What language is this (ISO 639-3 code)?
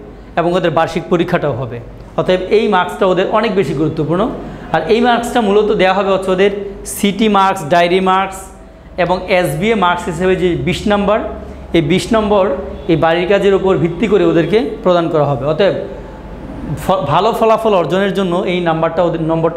ben